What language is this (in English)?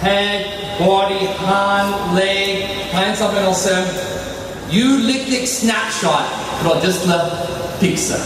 Tok Pisin